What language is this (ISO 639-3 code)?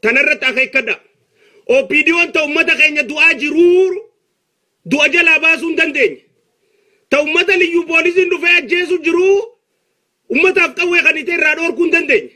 orm